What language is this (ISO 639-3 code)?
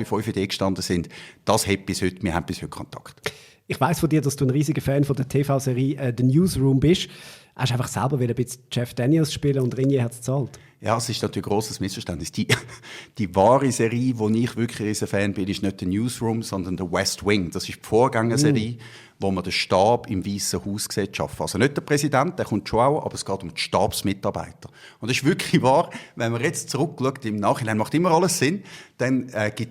gsw